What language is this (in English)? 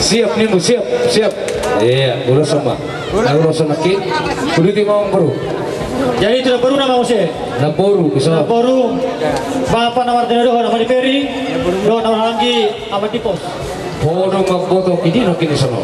Batak Toba